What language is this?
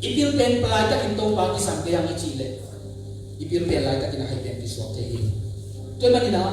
Tedim Chin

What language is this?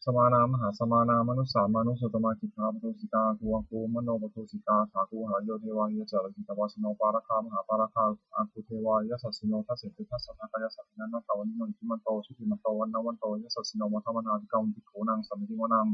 Pali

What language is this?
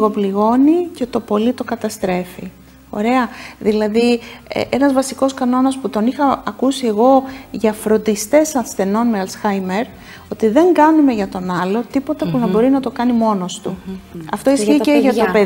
Greek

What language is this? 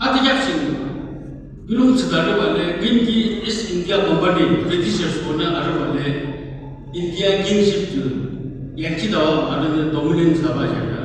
Yimchungru Naga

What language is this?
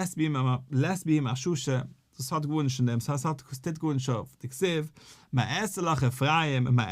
Yiddish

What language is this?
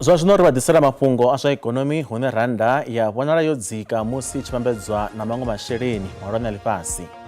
Venda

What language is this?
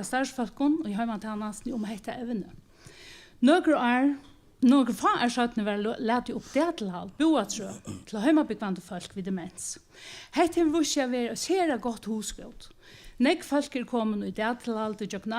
Faroese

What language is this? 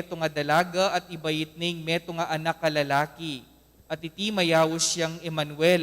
Pampanga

